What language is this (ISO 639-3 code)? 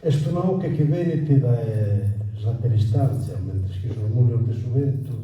srd